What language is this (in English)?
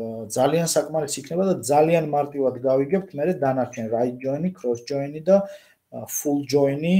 Georgian